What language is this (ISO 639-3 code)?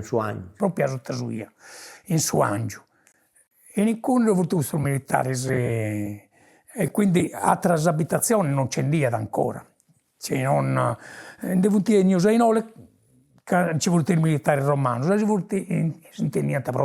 srd